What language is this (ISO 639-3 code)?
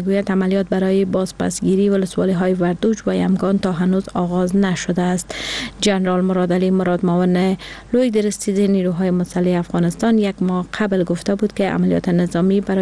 fas